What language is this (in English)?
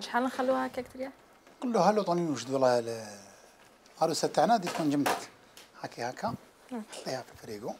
Algerian Arabic